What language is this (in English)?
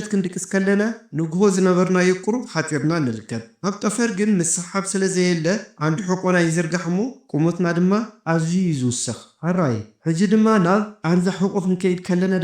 Tigrinya